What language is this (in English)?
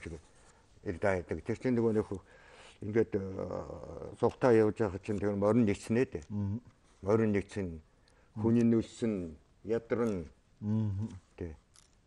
Mongolian